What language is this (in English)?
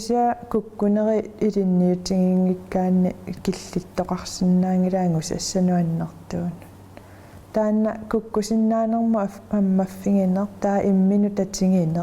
Kalaallisut